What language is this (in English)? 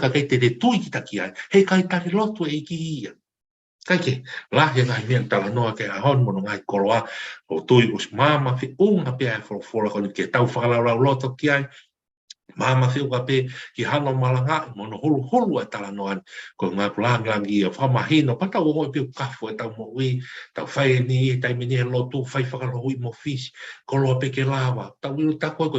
Tongan